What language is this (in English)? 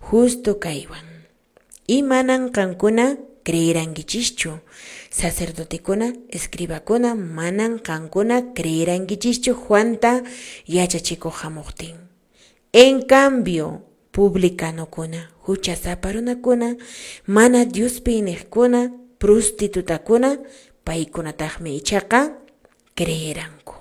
Quechua